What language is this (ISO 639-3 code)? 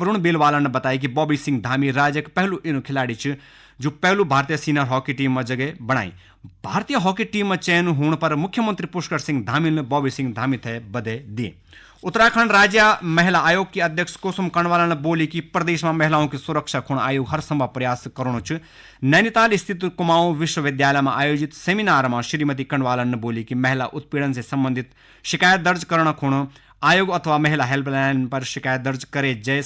gbm